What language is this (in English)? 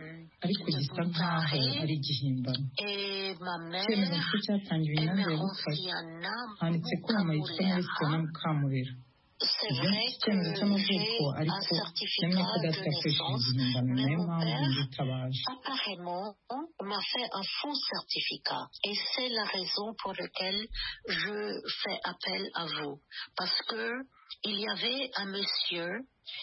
Kinyarwanda